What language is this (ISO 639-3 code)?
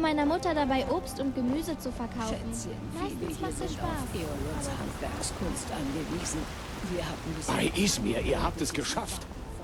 bar